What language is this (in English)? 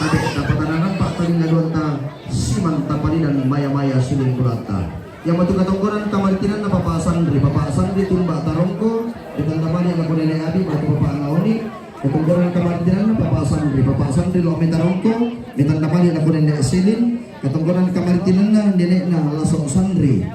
Toraja-Sa'dan